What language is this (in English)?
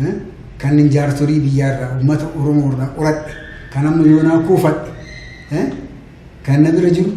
Oromo